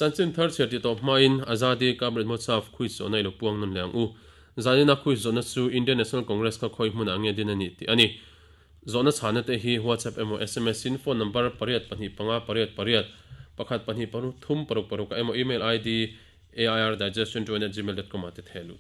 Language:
Mizo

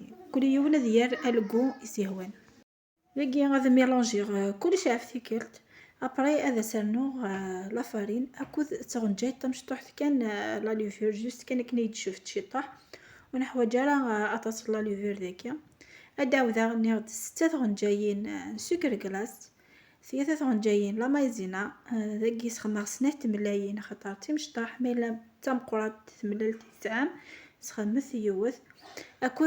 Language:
Kabyle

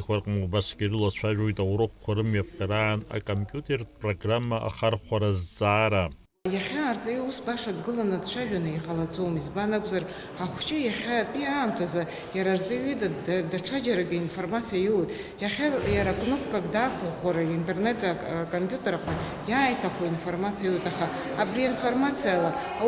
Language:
Abkhazian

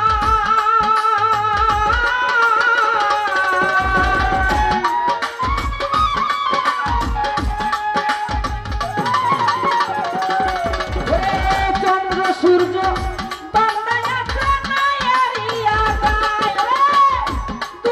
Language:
Bangla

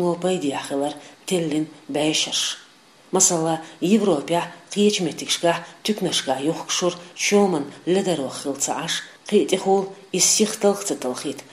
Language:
Chechen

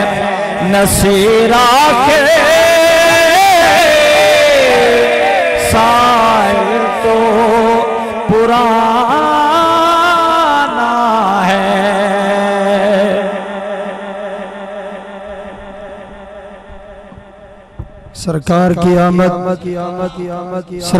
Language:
Hindi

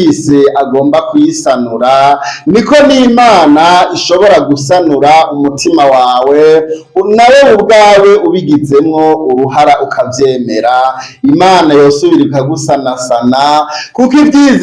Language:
Rundi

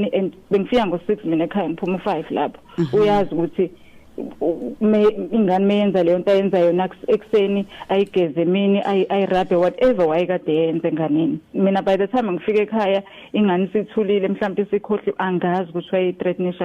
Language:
Zulu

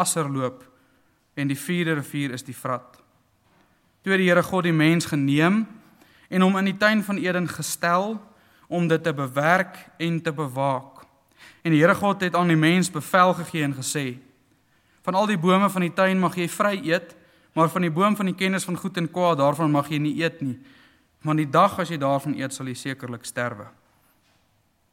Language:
Afrikaans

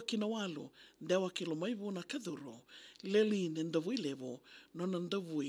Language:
Fijian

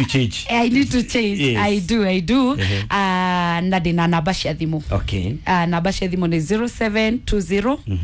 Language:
Kikuyu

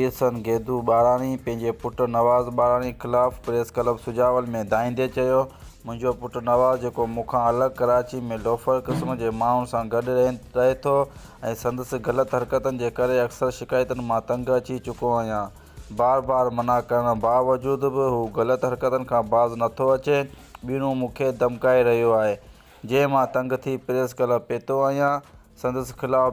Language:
Sindhi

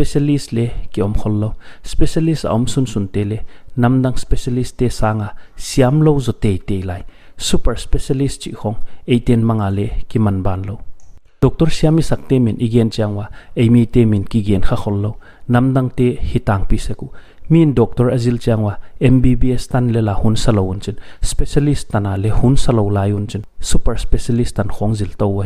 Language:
Paite Chin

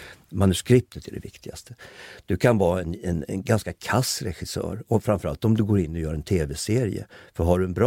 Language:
Swedish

